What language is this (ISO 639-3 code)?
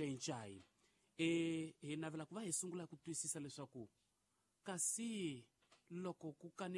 tso